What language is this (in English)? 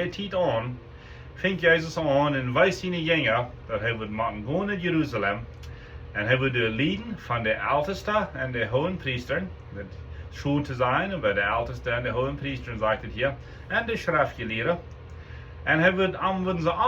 Plautdietsch